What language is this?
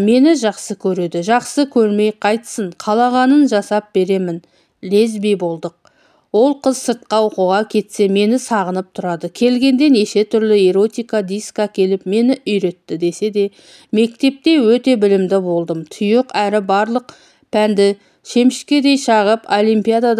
Kazakh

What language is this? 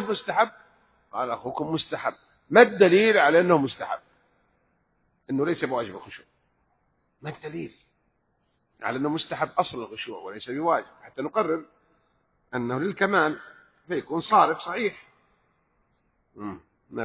Arabic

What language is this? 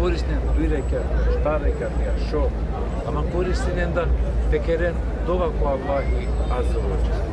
Balkan Romani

